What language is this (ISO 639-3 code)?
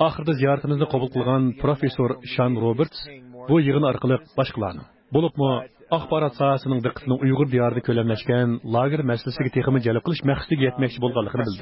uig